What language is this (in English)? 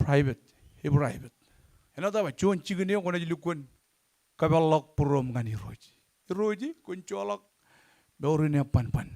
Marshallese